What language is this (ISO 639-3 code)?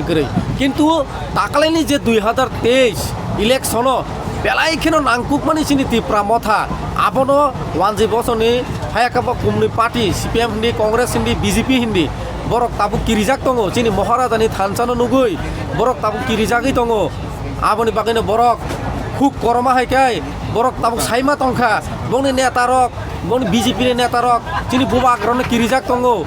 trp